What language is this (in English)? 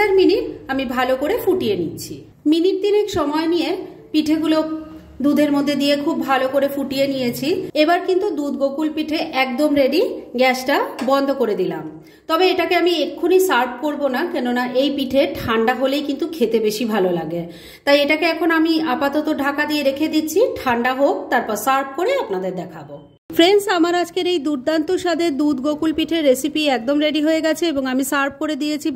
Bangla